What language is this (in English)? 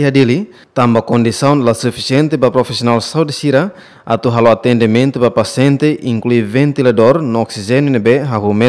Tetum